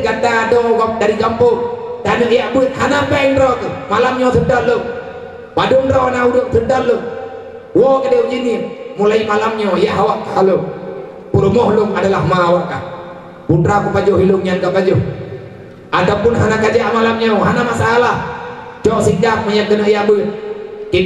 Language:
Achinese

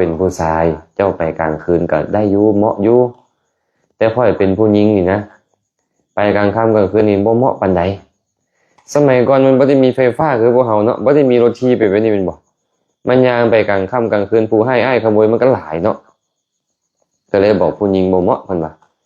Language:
Lao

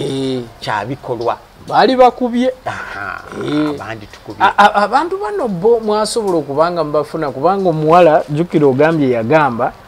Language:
Ganda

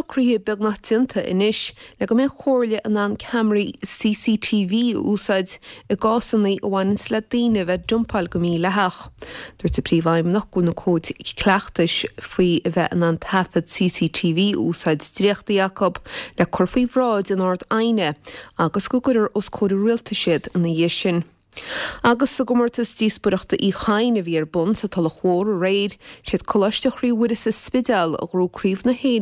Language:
Irish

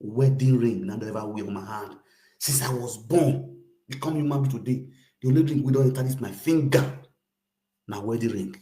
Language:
Nigerian Pidgin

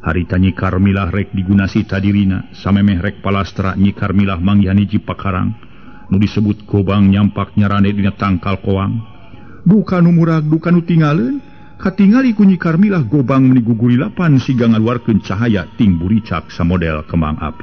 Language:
Sundanese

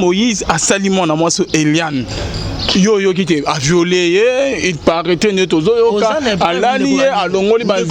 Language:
Lingala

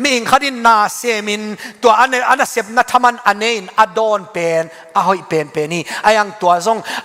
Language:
Tedim Chin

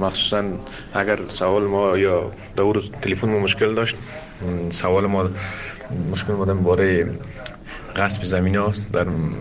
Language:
Persian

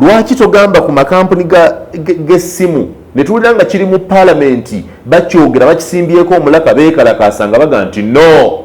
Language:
Ganda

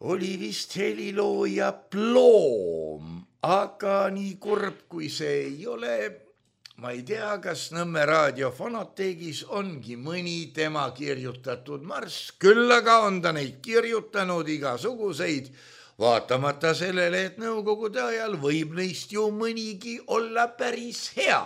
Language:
Estonian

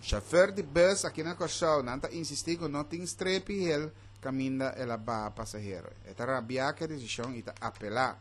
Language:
Papiamento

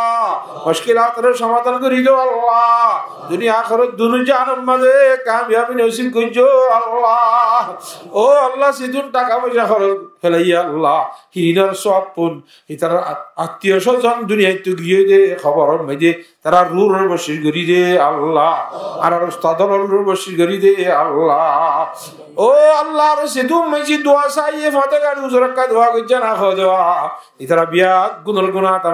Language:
Rohingya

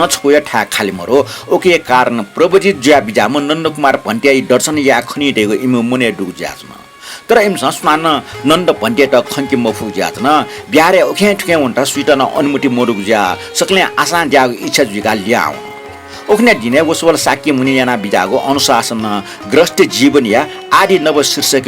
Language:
Newari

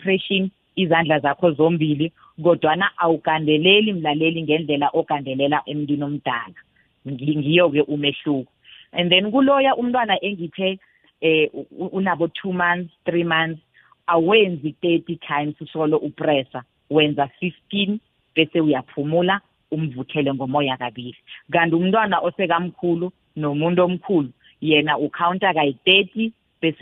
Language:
South Ndebele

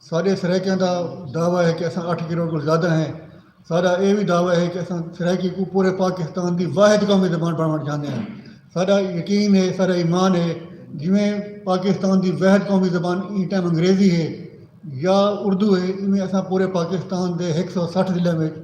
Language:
Saraiki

